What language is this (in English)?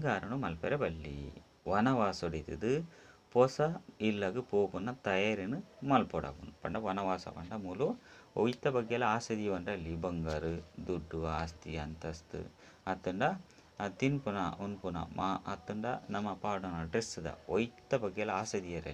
Tulu